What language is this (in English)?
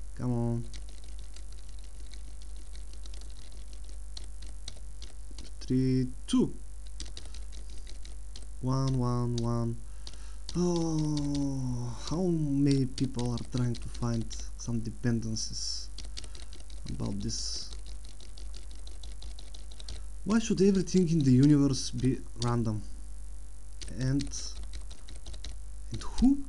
English